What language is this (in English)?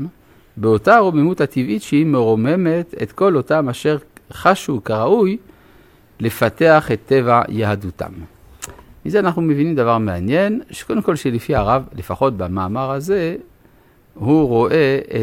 Hebrew